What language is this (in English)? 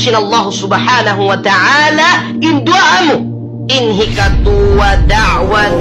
Tausug